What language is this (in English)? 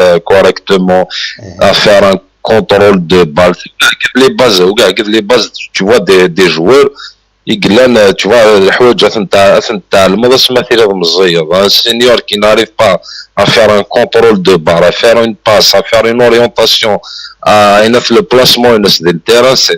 Kabyle